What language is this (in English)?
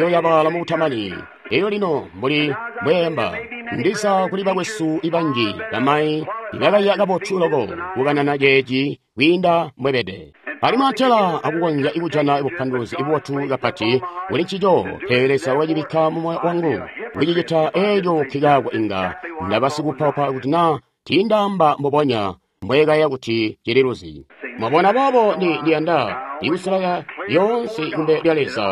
Tonga (Zambia)